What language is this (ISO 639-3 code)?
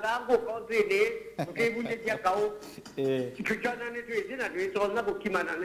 kam